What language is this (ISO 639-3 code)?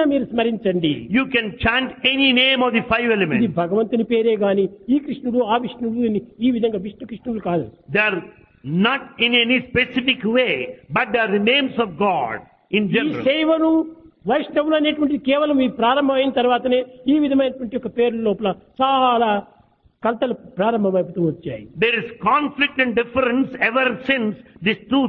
tel